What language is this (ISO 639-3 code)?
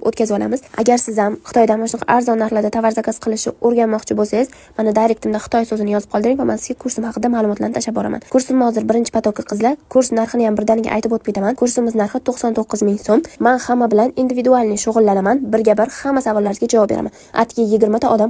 uzb